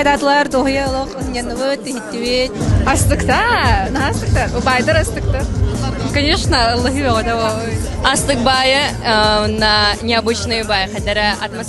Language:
Yakut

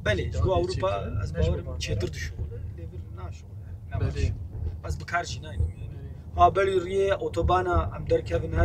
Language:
Kurdish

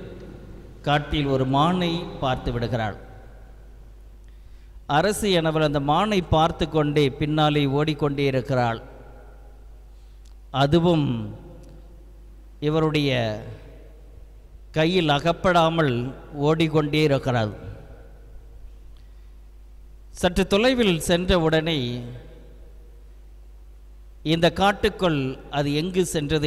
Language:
Tamil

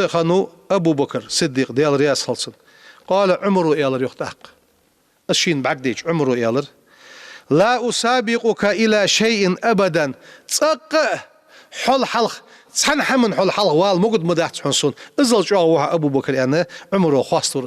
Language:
Ingush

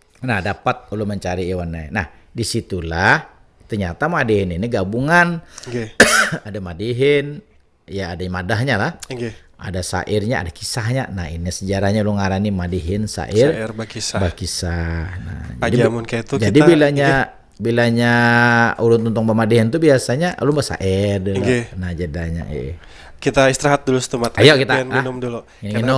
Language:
Banjar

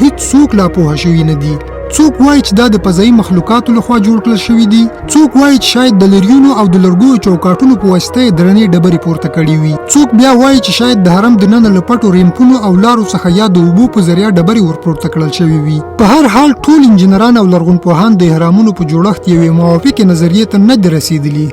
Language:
Pashto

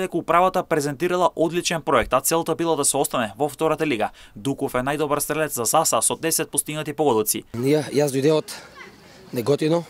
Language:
Macedonian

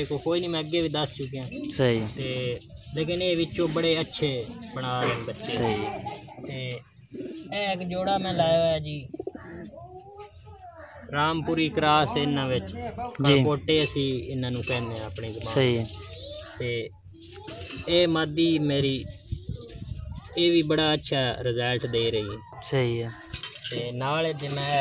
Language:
Punjabi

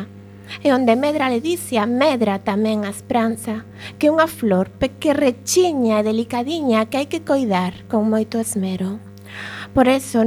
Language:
Galician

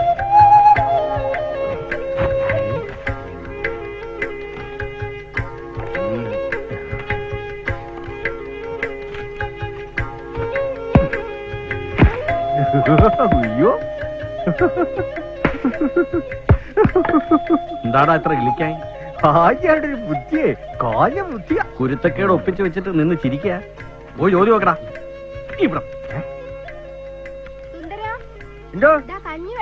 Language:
Malayalam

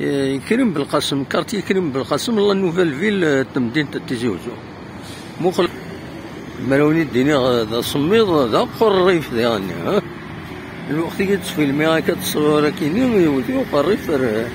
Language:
Kabyle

